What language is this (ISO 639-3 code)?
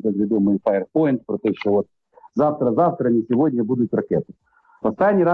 ukr